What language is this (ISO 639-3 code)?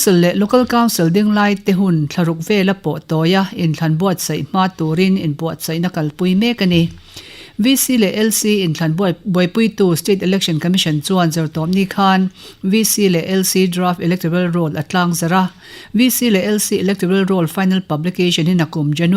lus